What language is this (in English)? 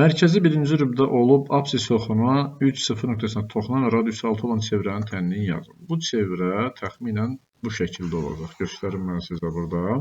Azerbaijani